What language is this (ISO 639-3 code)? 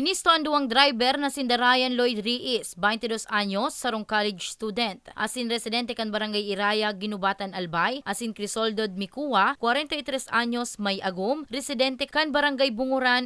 bik